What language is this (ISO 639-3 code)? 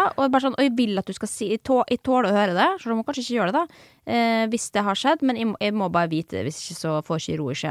nor